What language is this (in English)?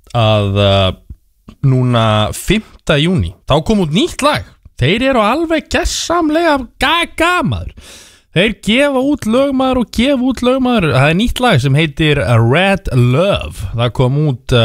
Icelandic